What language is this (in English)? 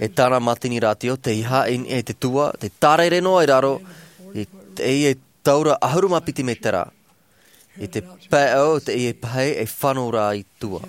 Tahitian